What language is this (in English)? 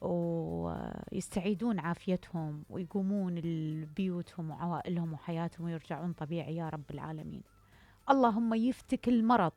Mesopotamian Arabic